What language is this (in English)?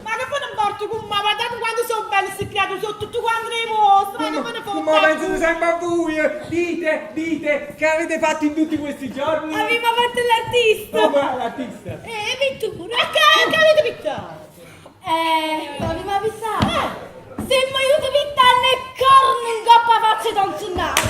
Neapolitan